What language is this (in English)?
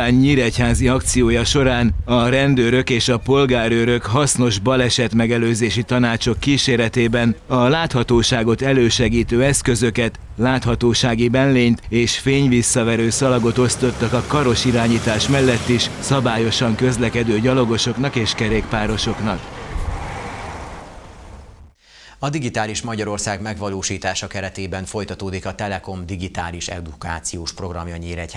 Hungarian